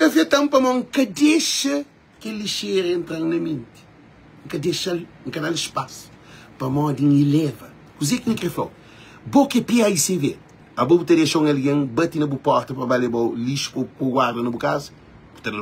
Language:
Kabuverdianu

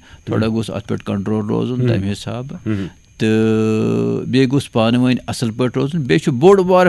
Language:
Kashmiri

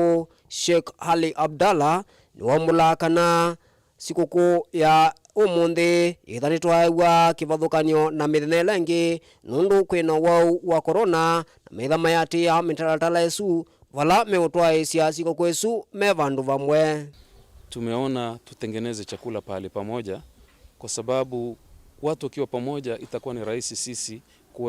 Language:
Kamba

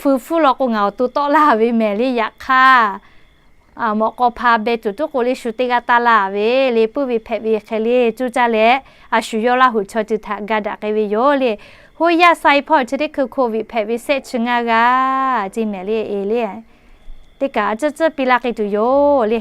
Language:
Lahu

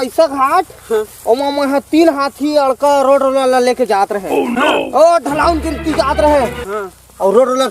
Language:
Chhattisgarhi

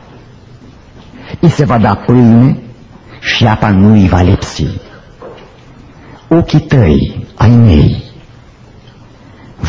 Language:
Romanian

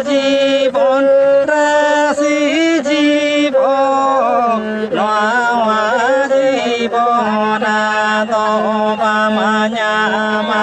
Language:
Santali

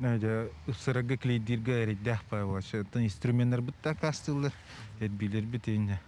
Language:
Yakut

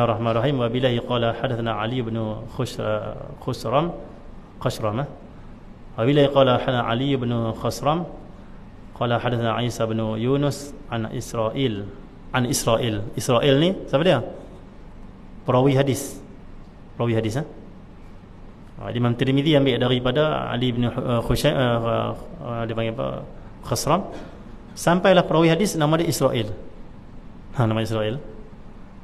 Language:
Malay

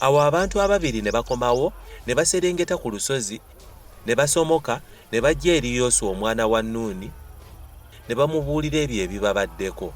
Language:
Ganda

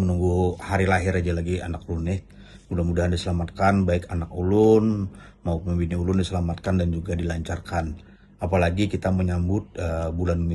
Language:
Banjar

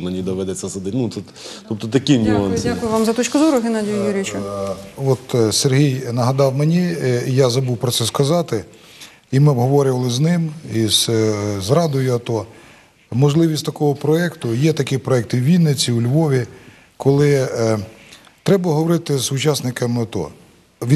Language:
Ukrainian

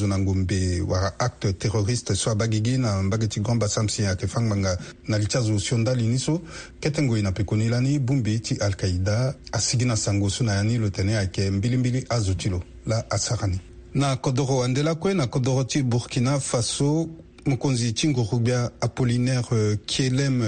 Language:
Sango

